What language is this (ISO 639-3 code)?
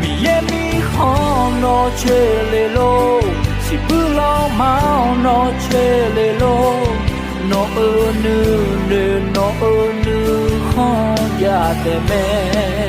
ahk